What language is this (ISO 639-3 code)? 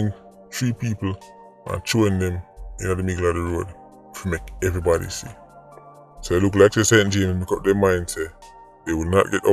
jam